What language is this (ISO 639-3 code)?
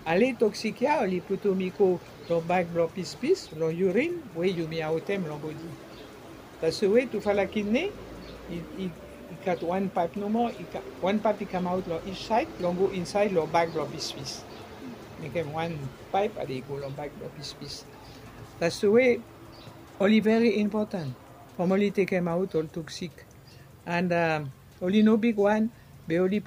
bis